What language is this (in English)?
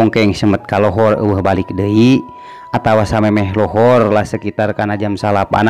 Sundanese